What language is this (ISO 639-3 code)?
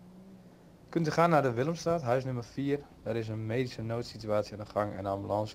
nld